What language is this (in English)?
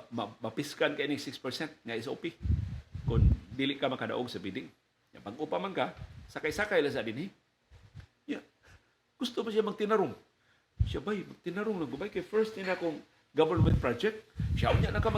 Cebuano